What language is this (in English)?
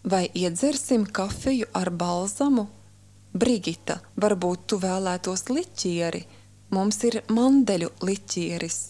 Latvian